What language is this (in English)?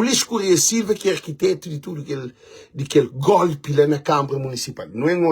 Kabuverdianu